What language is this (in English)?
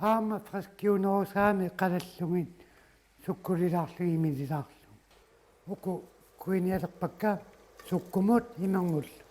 Kalaallisut